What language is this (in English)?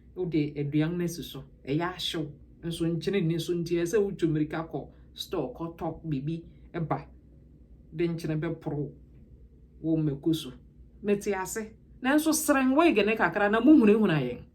Akan